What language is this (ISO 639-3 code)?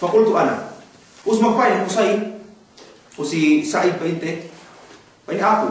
yka